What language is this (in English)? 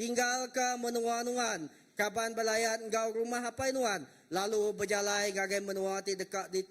Iban